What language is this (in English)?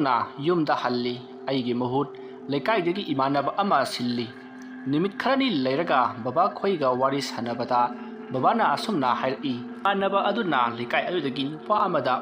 Manipuri